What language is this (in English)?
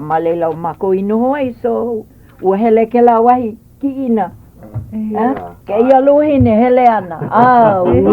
Hawaiian